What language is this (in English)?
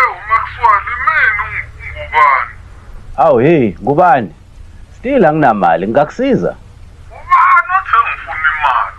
Zulu